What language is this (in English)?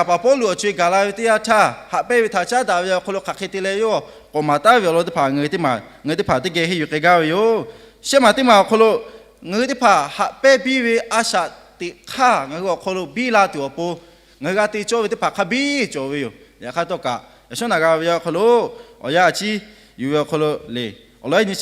Lahu